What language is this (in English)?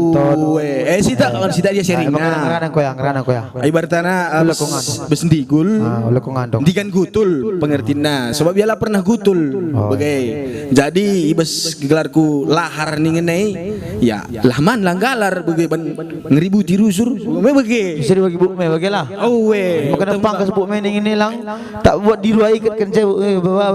Batak Karo